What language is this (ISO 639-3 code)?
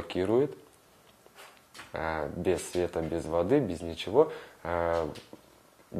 rus